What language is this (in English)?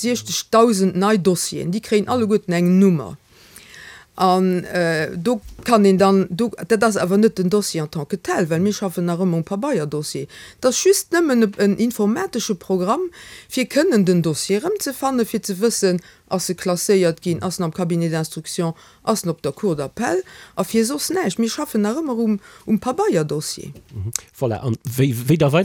Luxembourgish